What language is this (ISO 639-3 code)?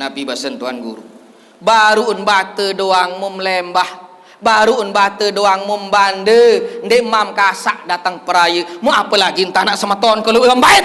sas